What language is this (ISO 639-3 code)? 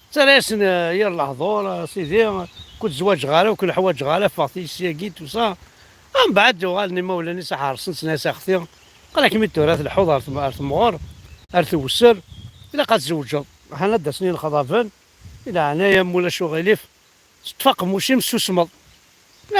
kab